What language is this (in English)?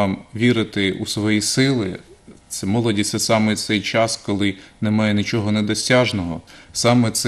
Ukrainian